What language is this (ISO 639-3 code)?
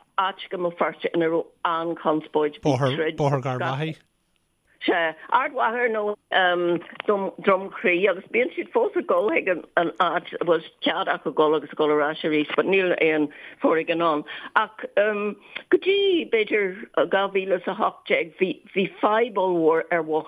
gle